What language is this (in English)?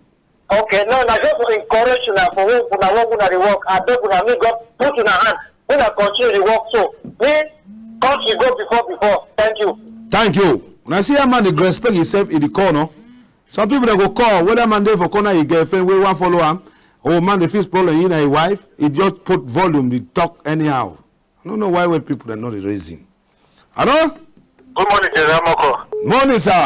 Cameroon Pidgin